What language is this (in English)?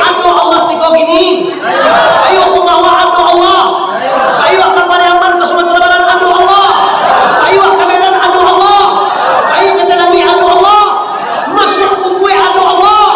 Minangkabau